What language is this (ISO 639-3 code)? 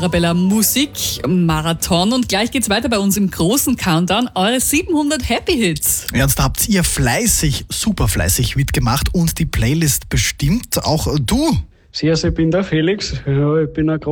deu